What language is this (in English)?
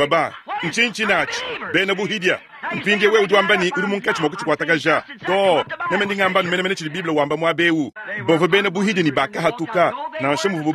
Luba-Lulua